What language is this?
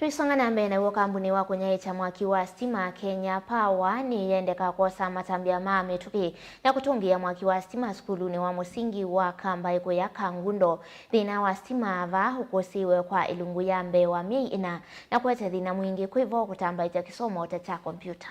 Kamba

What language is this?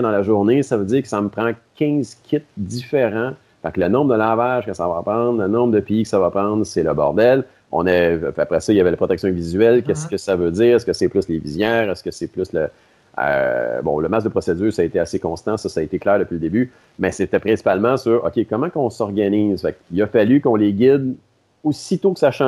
French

